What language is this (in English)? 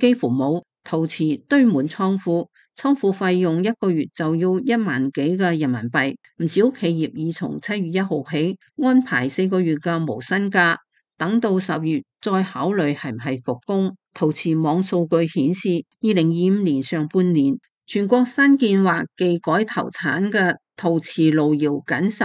Cantonese